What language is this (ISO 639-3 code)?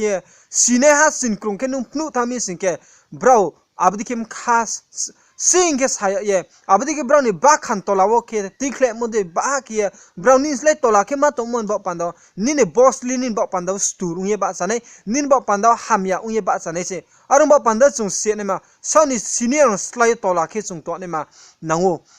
ria